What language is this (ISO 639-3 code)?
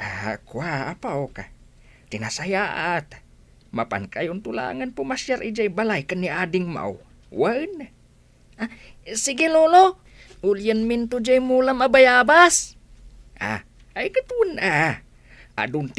ilo